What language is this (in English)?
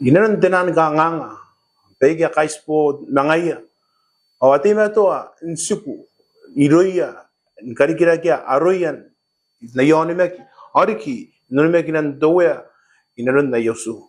Gilbertese